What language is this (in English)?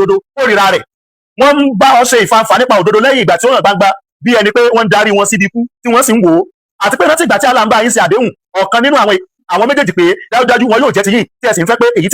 Yoruba